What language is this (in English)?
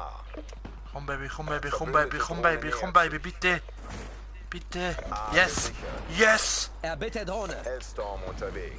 Swiss German